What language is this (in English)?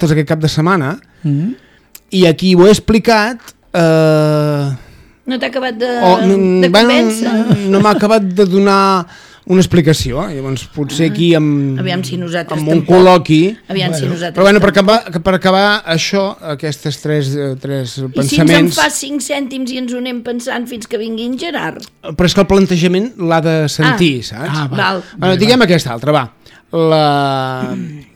Catalan